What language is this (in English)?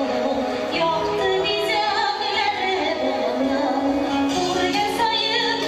Tatar